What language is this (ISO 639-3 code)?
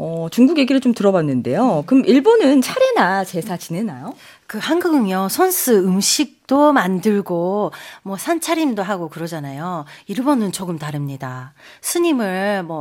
kor